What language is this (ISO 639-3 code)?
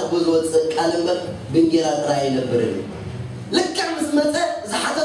tir